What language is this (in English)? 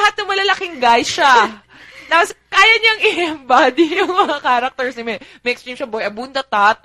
Filipino